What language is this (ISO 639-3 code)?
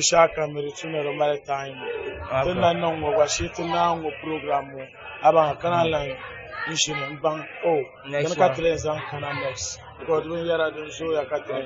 dag